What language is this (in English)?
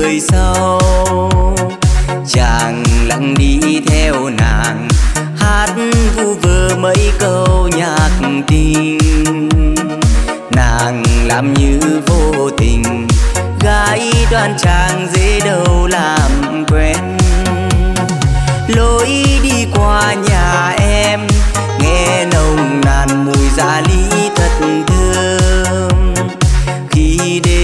Vietnamese